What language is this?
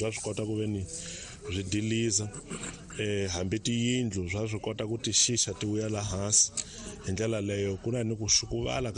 Tsonga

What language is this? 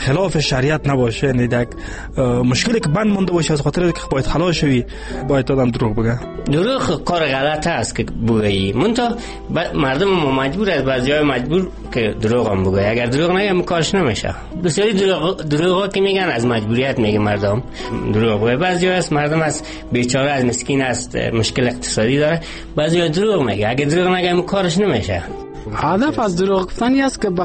Persian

